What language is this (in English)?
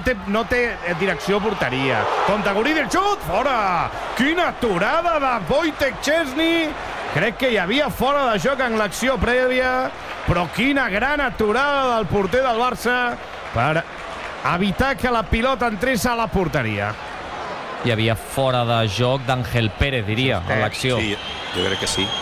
Catalan